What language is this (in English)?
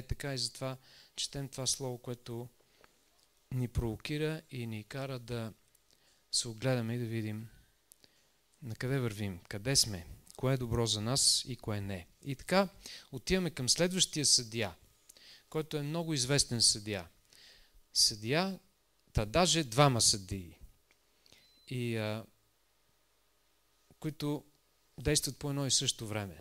Bulgarian